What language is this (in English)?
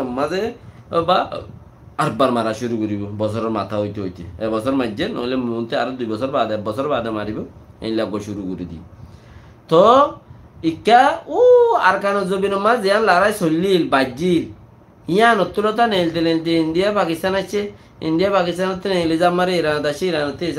Rohingya